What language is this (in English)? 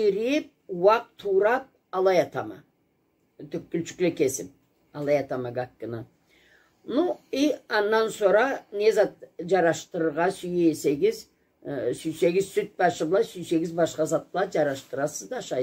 Karachay-Balkar